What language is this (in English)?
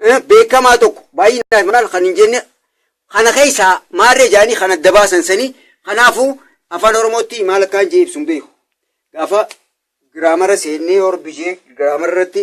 Oromo